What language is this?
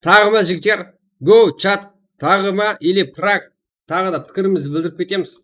Kara-Kalpak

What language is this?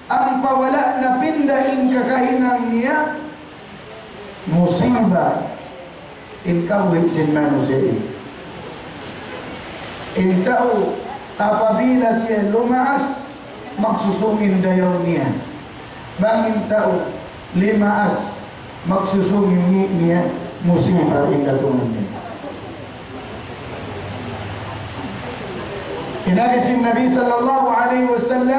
Tausug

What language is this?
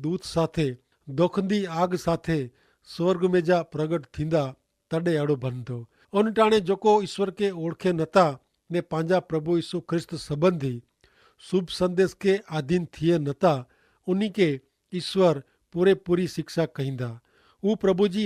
Kachhi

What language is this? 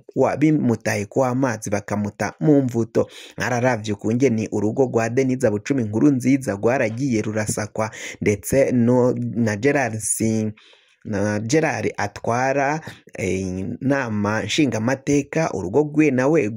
Rundi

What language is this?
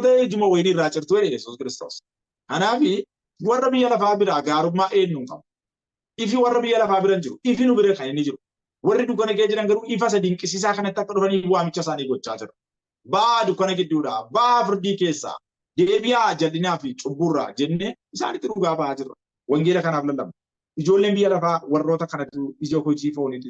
Oromo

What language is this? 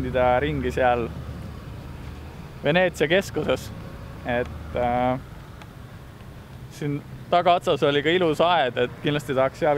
Estonian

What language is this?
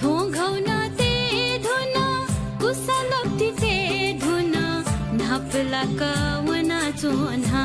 Newari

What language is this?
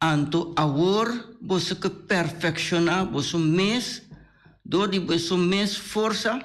Papiamento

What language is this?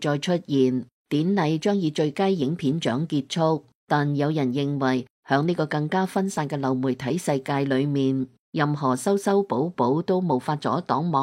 Cantonese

